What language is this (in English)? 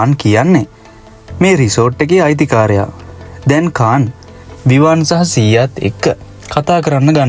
Sinhala